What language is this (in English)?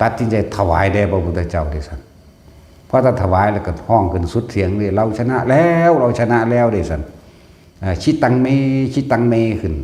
Northeastern Thai